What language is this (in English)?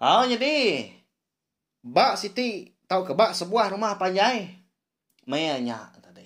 Iban